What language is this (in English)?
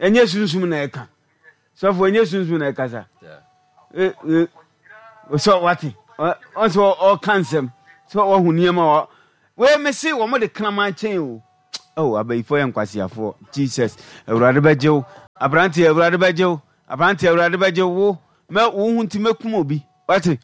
Akan